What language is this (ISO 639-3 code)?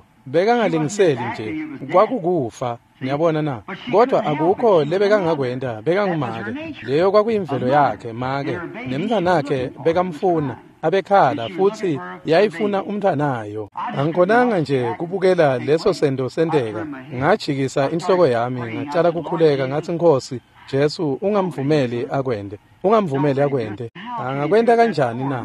ssw